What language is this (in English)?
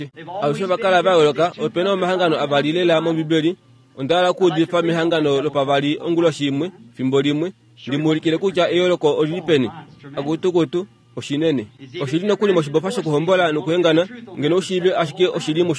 Kuanyama